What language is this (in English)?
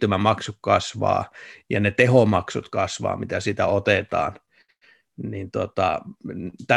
Finnish